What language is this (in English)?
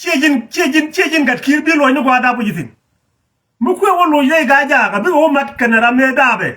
Nuer